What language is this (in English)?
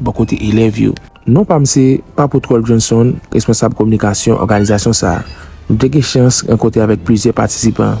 Haitian Creole